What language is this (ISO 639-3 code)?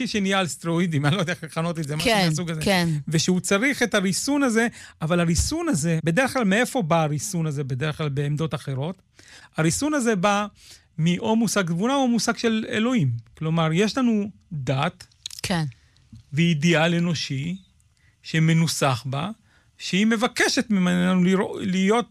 heb